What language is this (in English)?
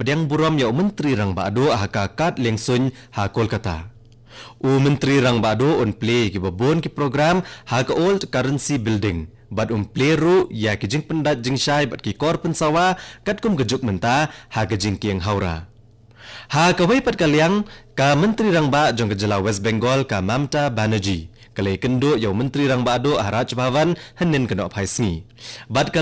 Khasi